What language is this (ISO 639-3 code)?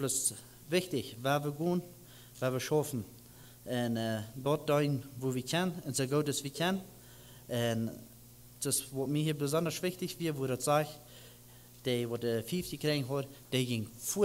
pdt